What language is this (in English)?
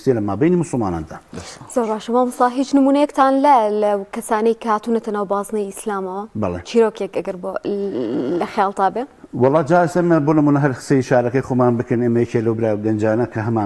Central Kurdish